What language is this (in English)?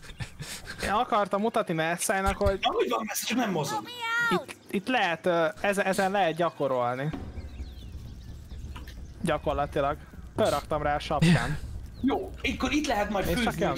Hungarian